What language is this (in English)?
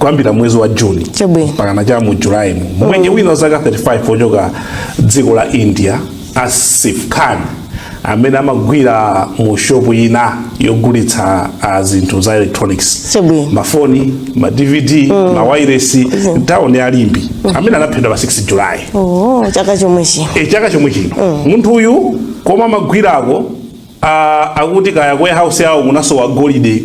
Nyanja